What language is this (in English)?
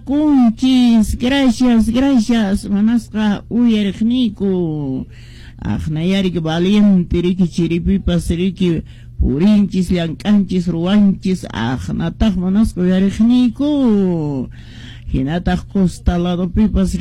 Quechua